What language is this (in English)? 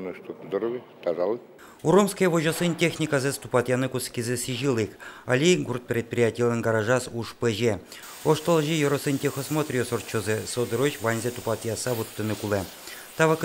Udmurt